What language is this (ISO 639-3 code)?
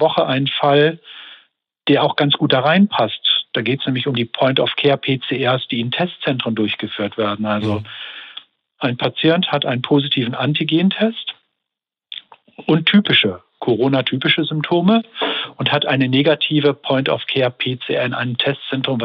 deu